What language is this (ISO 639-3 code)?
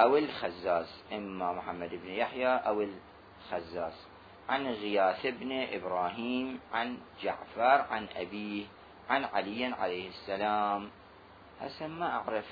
acm